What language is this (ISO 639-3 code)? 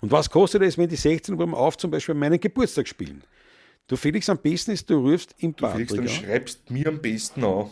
bar